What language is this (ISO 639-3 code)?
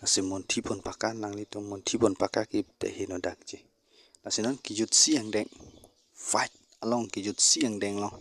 mjw